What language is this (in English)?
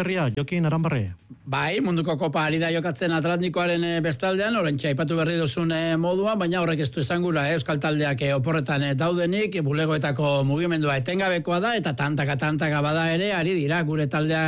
Basque